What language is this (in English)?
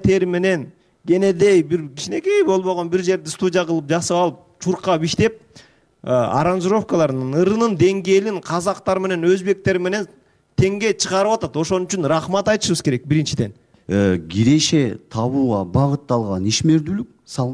Kyrgyz